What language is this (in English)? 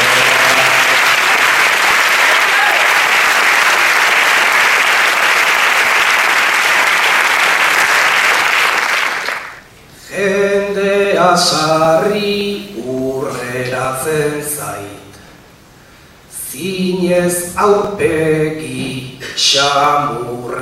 Basque